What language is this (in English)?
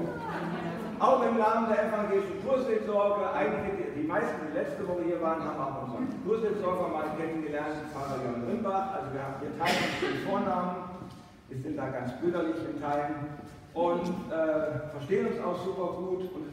German